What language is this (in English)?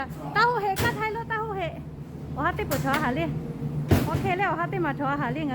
Lahu